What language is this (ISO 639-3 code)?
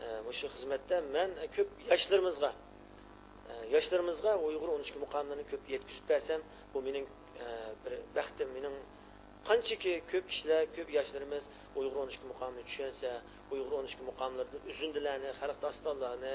uig